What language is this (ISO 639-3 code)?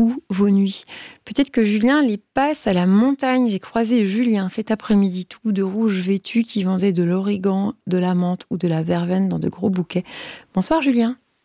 fra